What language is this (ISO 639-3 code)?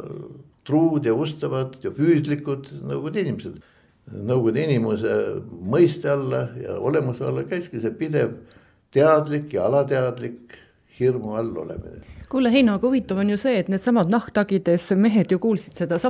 est